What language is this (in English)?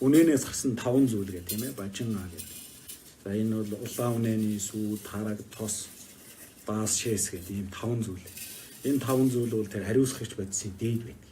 Mongolian